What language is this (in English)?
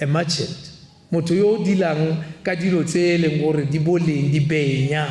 Tswana